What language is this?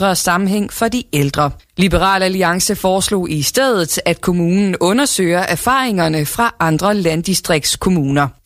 Danish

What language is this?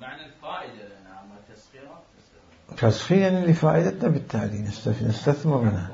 Mesopotamian Arabic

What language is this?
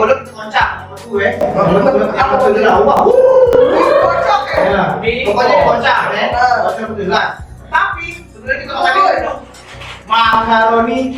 Musi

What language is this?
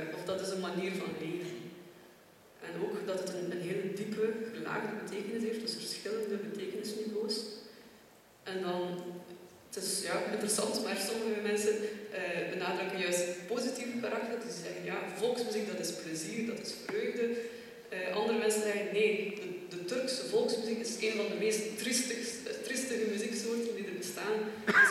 Dutch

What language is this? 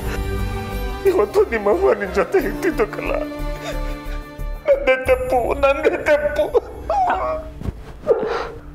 Kannada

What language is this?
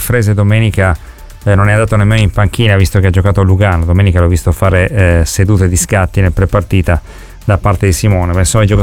Italian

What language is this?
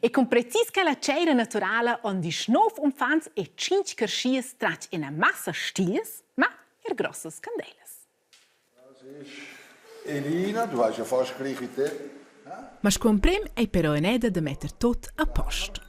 Romansh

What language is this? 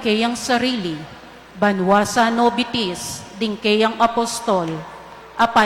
Pampanga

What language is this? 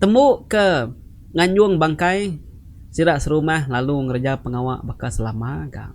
Iban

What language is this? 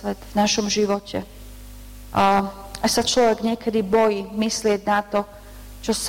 Slovak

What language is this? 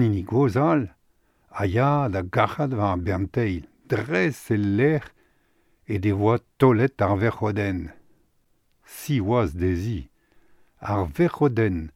Breton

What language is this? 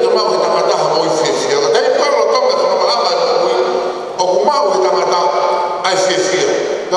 Tongan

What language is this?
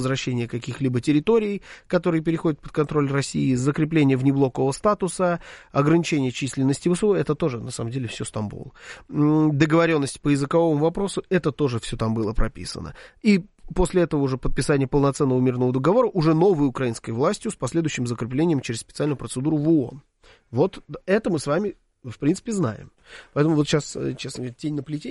Russian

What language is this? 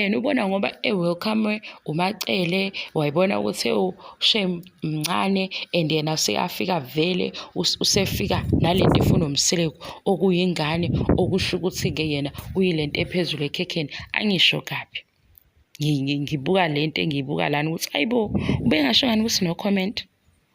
Zulu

